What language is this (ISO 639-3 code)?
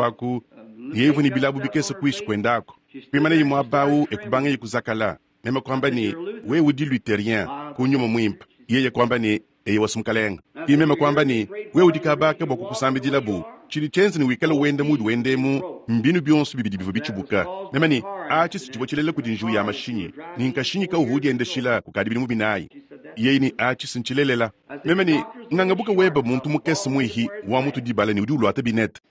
lua